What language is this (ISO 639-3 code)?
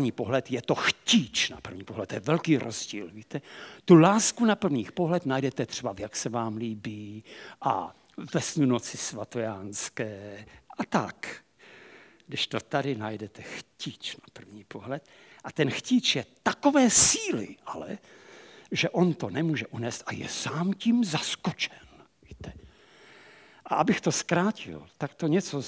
ces